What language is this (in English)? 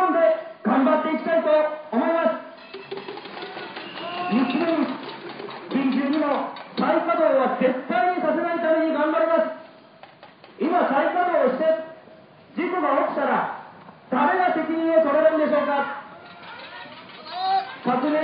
Japanese